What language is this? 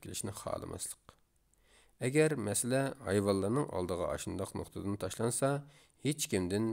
Uyghur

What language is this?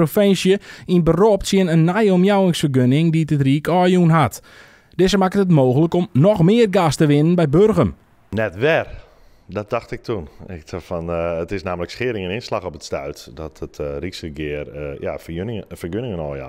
Western Frisian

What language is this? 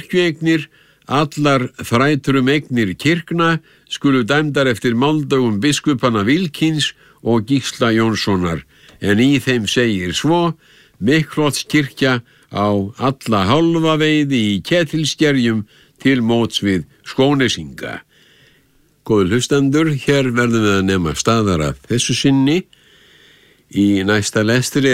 Icelandic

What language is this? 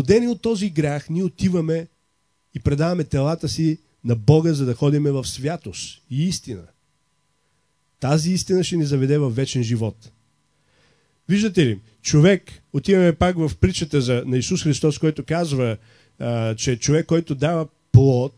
Bulgarian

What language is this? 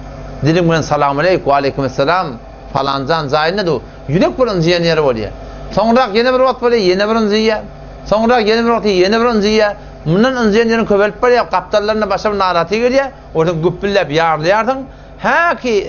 Turkmen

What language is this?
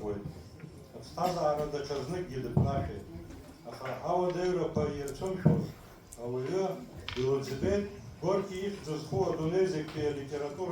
Abkhazian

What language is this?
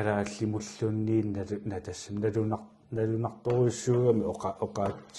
Kalaallisut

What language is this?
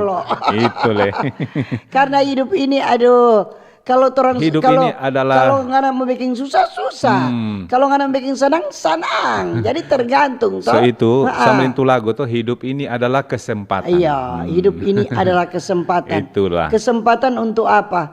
Manado Malay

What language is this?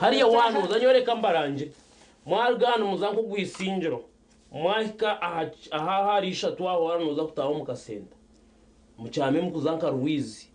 Nyankole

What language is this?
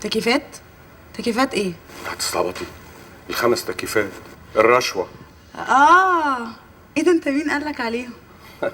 Egyptian Arabic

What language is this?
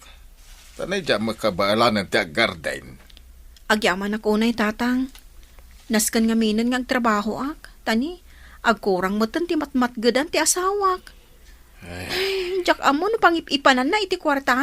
Iloko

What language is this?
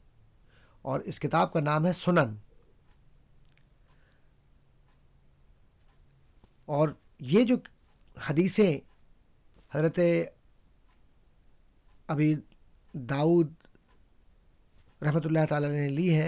Urdu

